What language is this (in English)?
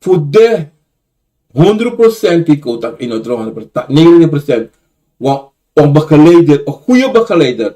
Sranan Tongo